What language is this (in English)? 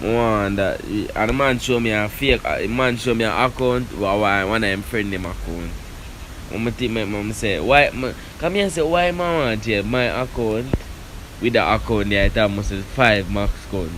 Jamaican Creole English